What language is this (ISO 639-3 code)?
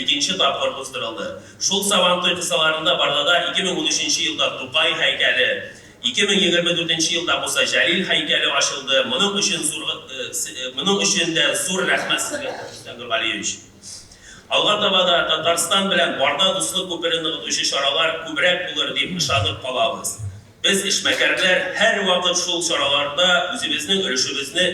tat